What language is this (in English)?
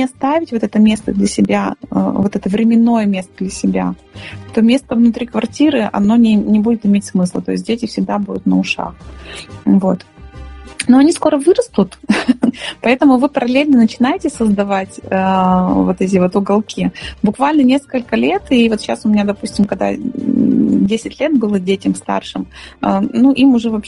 Russian